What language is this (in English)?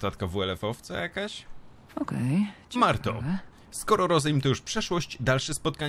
Polish